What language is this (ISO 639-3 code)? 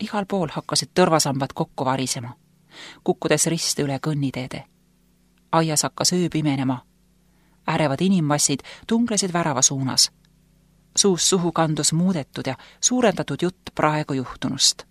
est